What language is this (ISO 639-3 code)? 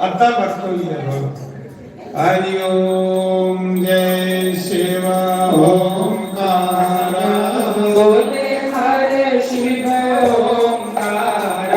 doi